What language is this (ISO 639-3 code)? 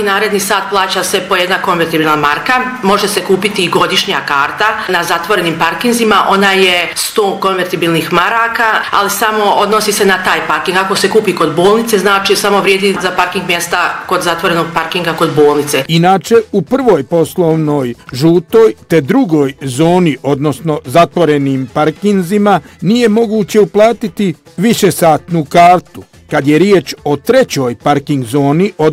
bos